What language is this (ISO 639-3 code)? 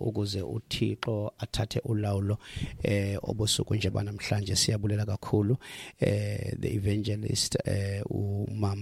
xho